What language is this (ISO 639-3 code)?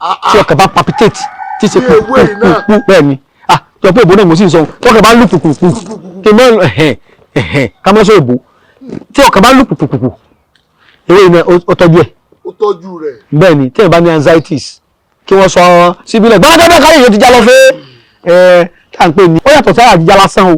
yor